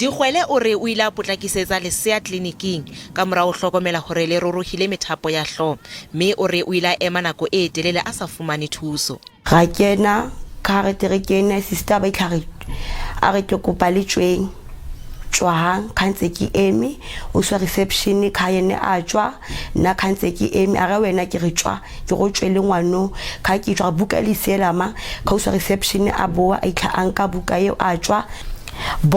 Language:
Southern Sotho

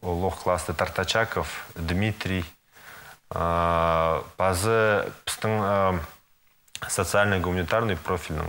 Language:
Khakas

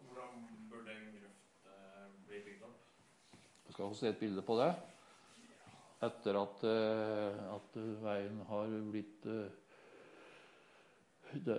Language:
Norwegian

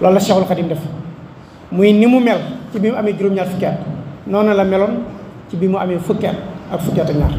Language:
Wolof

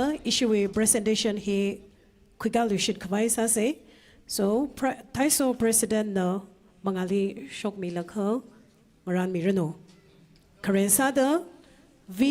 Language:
Tangkhul Naga (India)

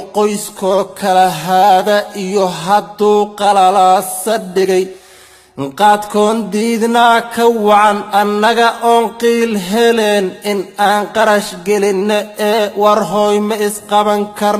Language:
Somali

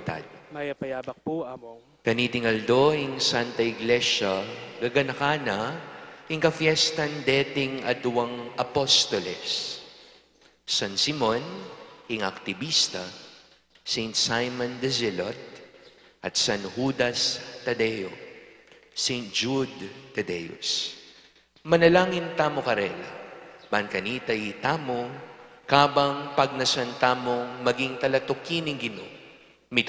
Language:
Pampanga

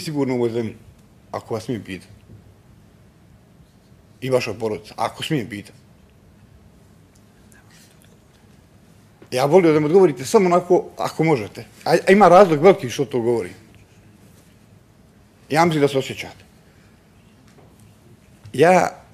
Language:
Bosnian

